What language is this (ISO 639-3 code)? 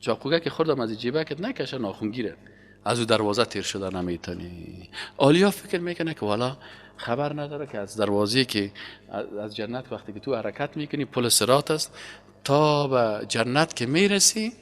fas